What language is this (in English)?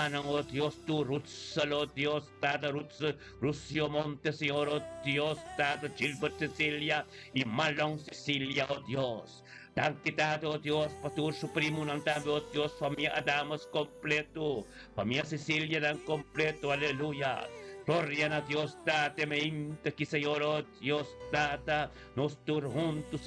Papiamento